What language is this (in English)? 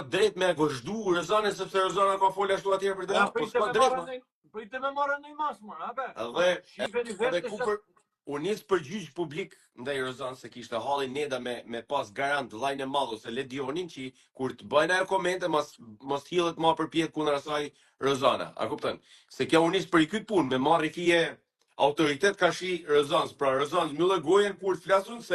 Albanian